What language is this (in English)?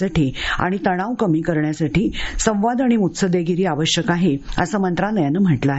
Marathi